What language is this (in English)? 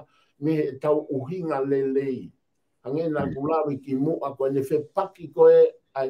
Tongan